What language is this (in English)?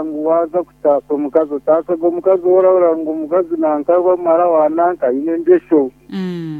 Nyankole